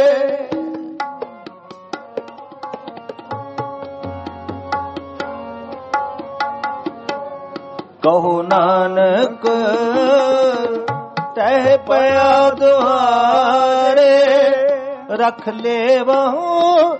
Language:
Punjabi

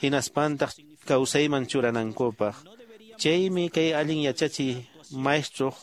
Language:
Quechua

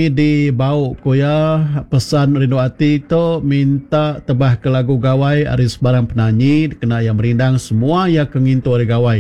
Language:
Iban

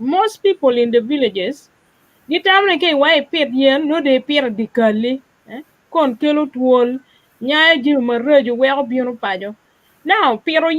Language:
Acoli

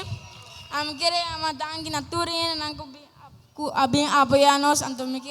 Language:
Papiamento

